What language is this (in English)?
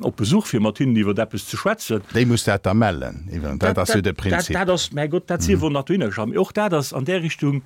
Luxembourgish